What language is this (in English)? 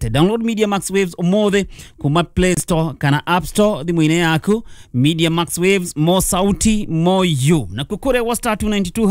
Kikuyu